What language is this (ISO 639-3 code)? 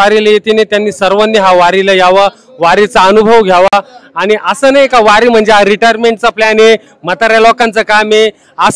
mar